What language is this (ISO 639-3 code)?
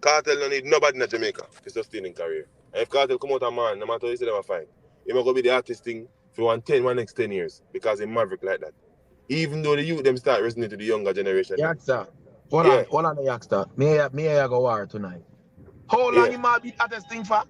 jam